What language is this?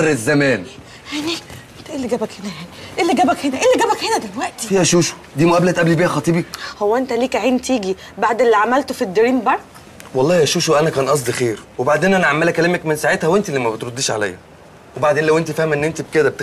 Egyptian Arabic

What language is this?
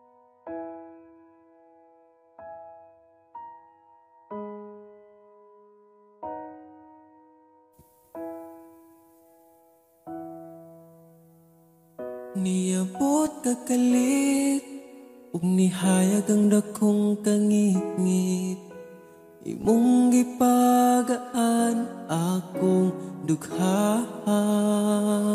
Cebuano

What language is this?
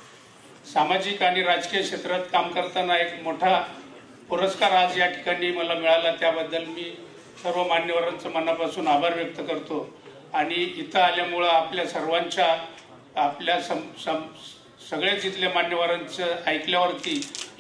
Marathi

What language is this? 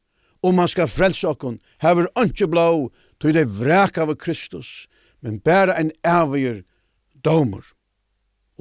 Faroese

